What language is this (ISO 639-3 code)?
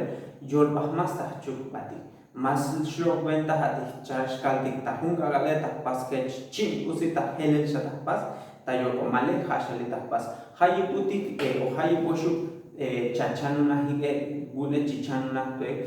tzo